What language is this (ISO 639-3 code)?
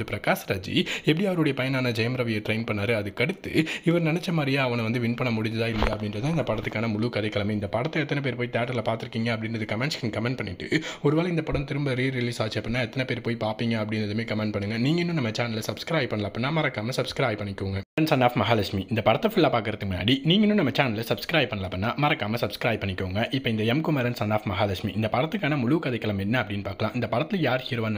tam